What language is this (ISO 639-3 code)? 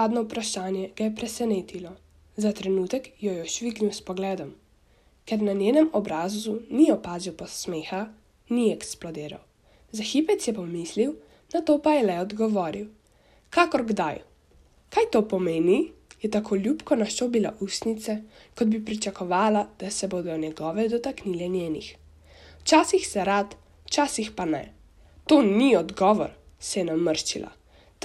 slv